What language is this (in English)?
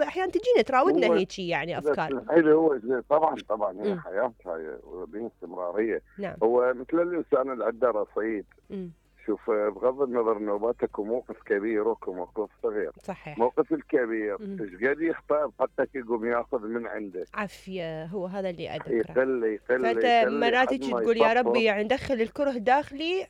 Mesopotamian Arabic